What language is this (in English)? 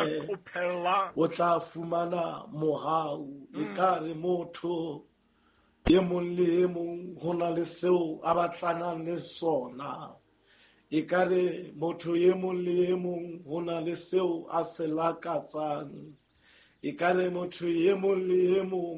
Southern Sotho